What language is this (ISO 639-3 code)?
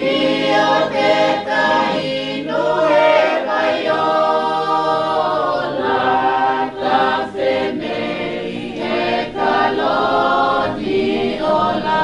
ton